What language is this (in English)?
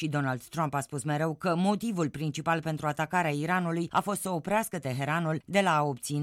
Romanian